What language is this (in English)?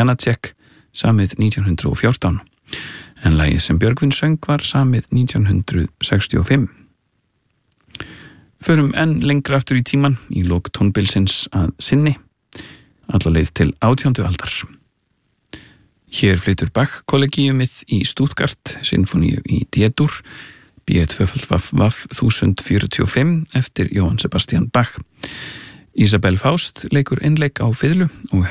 Icelandic